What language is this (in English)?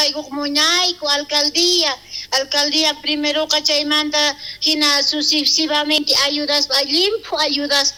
South Bolivian Quechua